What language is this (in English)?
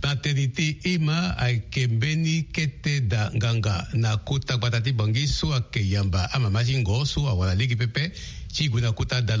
Sango